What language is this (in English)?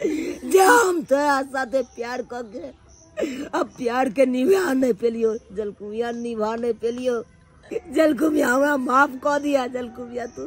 Maithili